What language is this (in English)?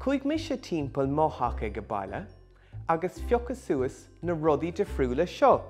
Irish